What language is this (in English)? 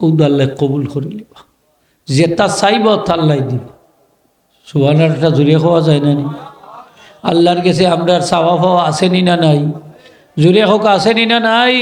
Sylheti